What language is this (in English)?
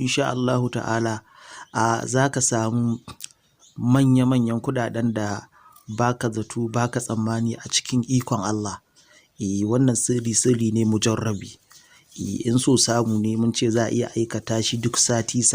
Hausa